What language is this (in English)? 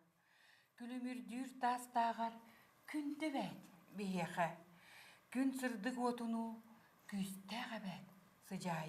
Yakut